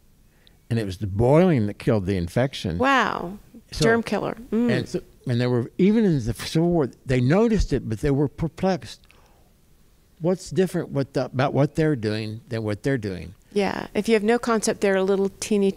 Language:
English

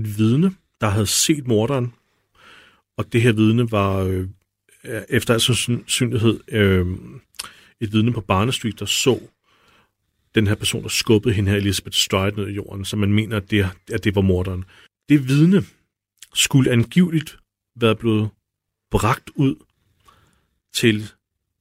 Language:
Danish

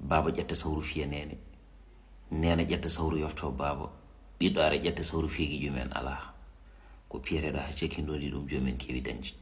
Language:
Fula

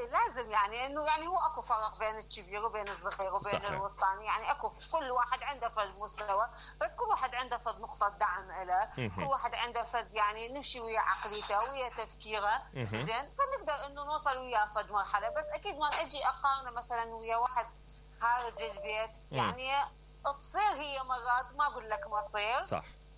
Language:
Mesopotamian Arabic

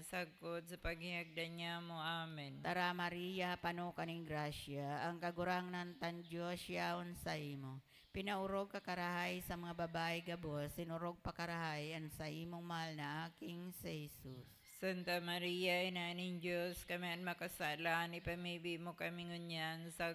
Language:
Bikol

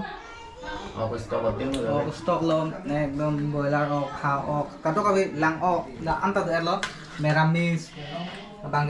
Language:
Karbi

